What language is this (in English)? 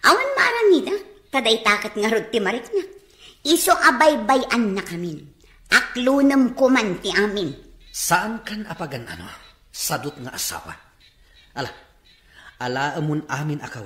Iloko